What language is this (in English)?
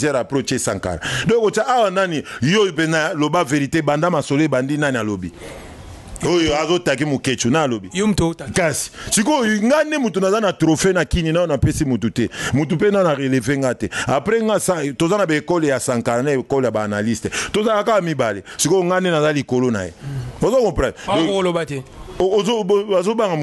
Lingala